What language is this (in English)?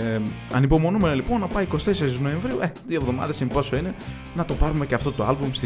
Greek